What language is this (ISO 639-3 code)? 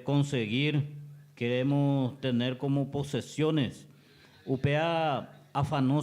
grn